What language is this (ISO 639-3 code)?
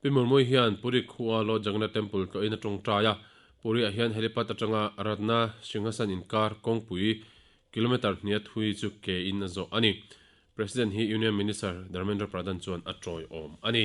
lus